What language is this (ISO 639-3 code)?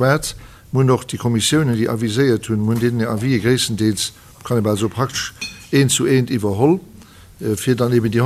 ltz